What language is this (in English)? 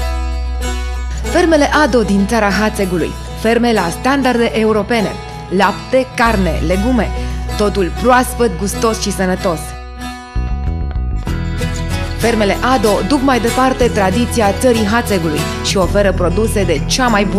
Romanian